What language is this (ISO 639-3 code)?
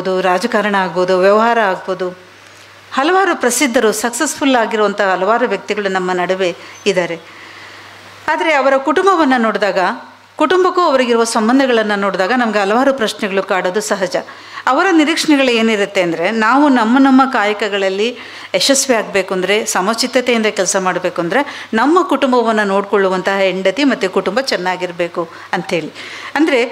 kan